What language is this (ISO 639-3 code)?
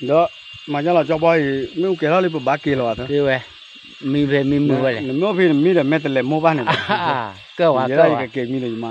ksw